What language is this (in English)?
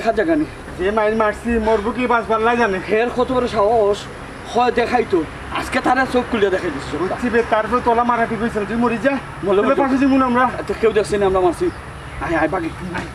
Sylheti